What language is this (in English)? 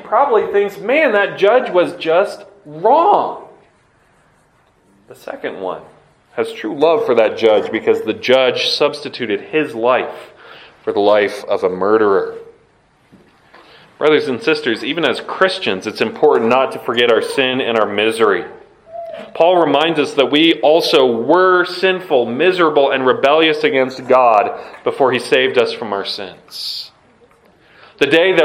English